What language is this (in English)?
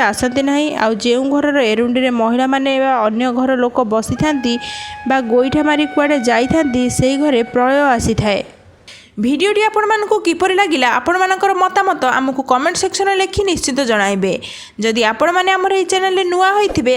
Odia